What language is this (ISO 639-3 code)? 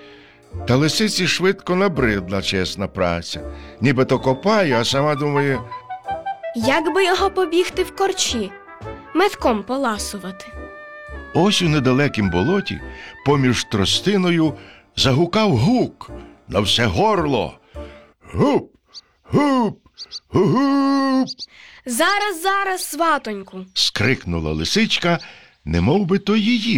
ukr